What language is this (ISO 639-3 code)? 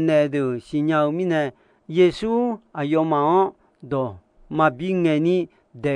ahk